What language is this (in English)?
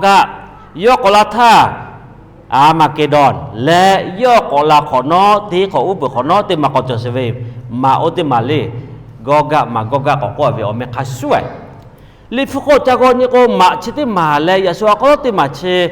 Lahu